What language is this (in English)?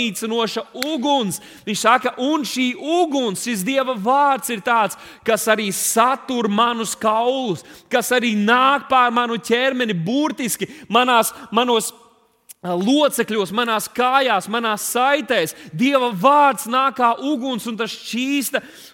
Latvian